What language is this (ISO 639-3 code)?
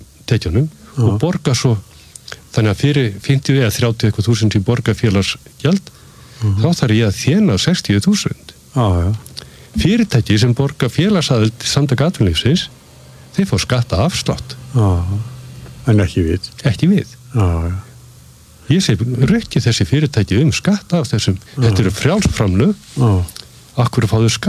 isl